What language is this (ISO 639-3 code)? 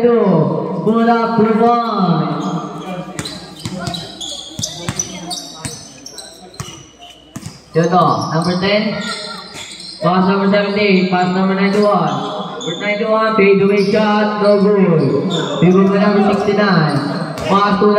fil